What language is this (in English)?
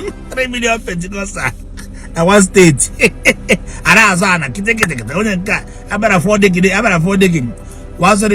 Igbo